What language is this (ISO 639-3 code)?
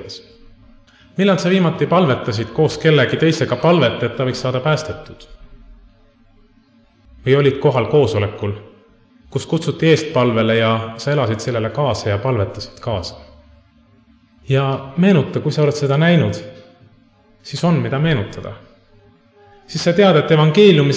est